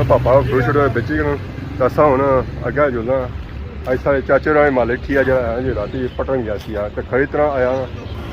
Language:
Pahari-Potwari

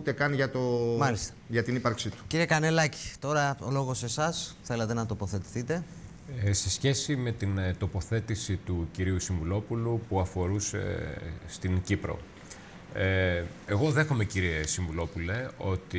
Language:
Greek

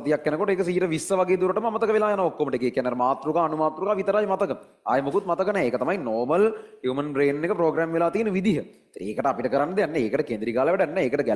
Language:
Sinhala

